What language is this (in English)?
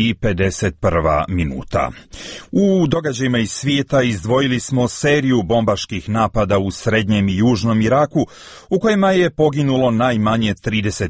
Croatian